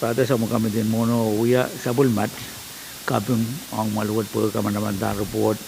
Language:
Pohnpeian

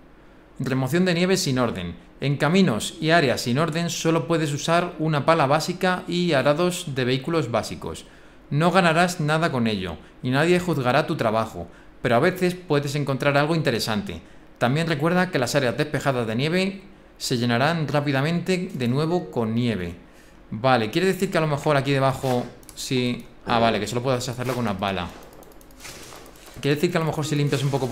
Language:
Spanish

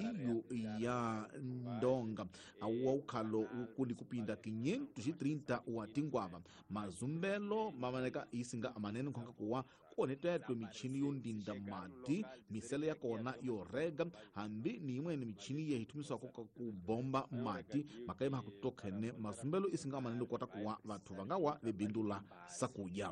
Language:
Tsonga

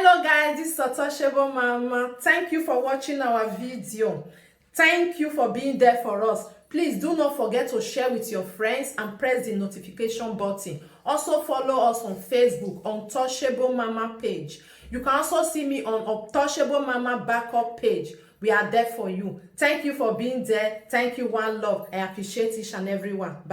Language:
Nigerian Pidgin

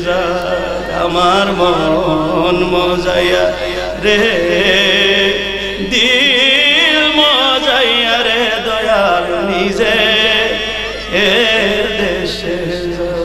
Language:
Bangla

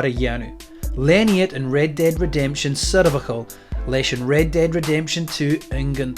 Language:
Scottish Gaelic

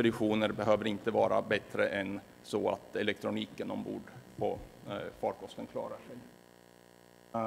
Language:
Swedish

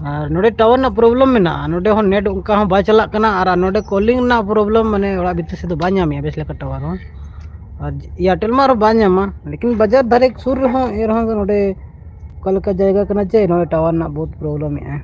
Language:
Santali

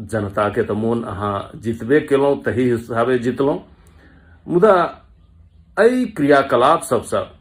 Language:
Maithili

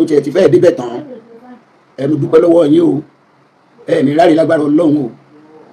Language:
Yoruba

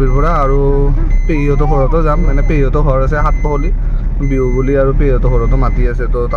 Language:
Assamese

